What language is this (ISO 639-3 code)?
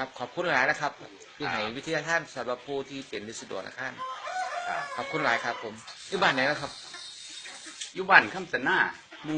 tts